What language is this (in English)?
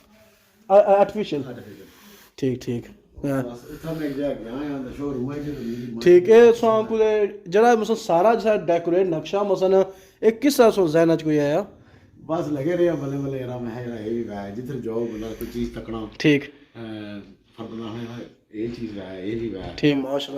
Pahari-Potwari